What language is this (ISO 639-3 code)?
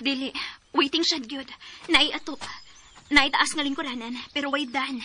ceb